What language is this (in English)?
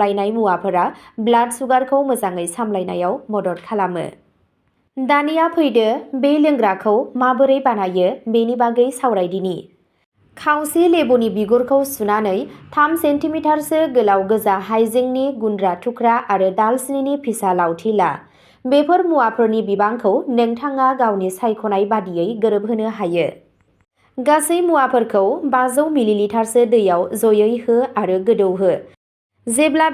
Bodo